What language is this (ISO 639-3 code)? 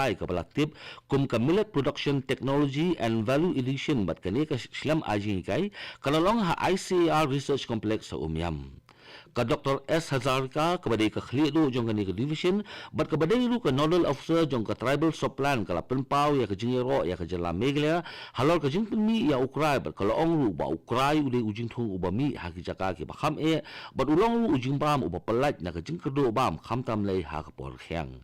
kha